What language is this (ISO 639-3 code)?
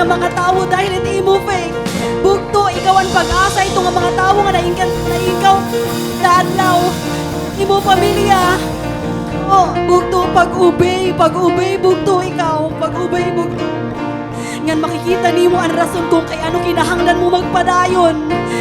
war